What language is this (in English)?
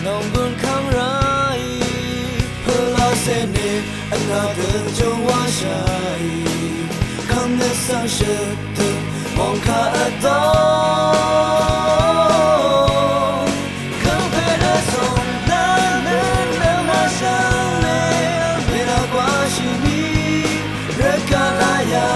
Rawang